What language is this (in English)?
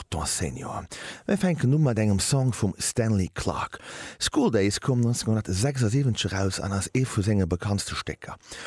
Luxembourgish